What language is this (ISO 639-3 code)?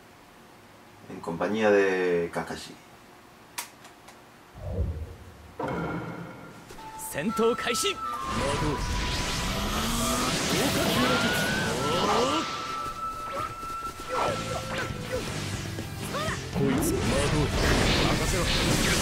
jpn